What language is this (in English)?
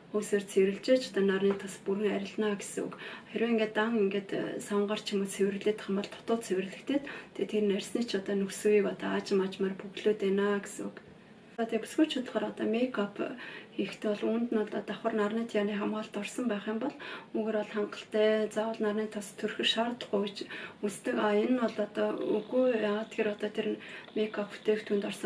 Mongolian